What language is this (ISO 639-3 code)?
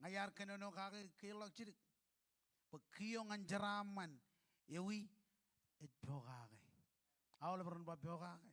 mah